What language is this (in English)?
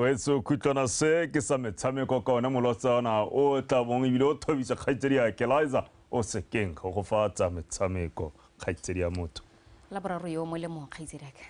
Tswana